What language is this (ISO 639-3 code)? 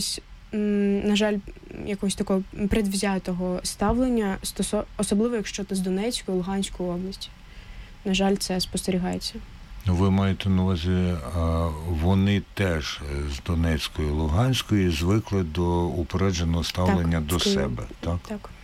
ukr